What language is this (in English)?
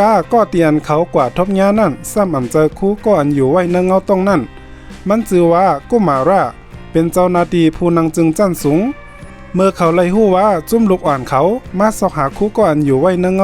Shan